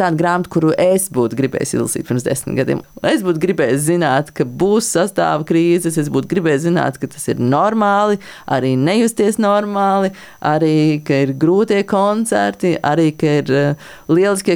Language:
Latvian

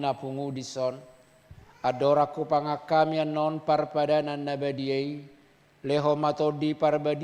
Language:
Batak Toba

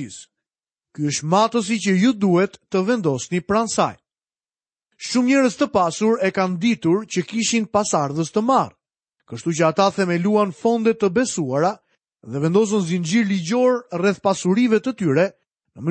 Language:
Albanian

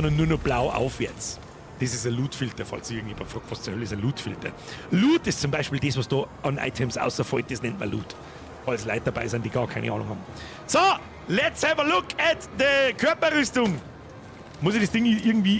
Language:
Bavarian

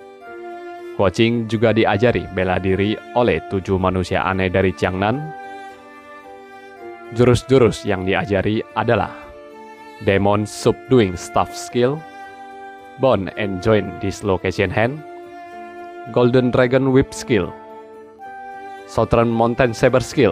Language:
Indonesian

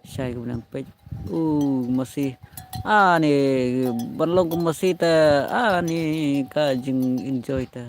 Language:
Khasi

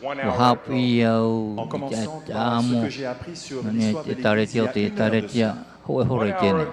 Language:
Tahitian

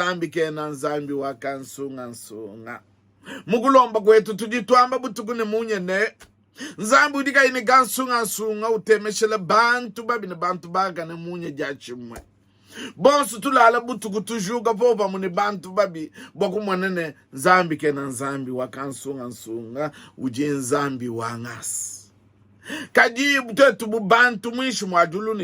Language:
Luba-Lulua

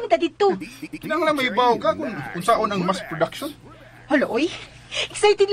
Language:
Cebuano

